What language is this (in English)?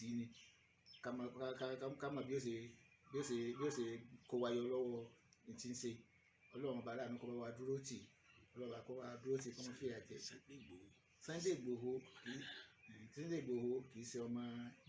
Yoruba